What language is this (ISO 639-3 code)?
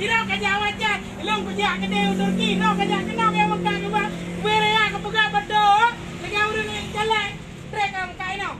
ace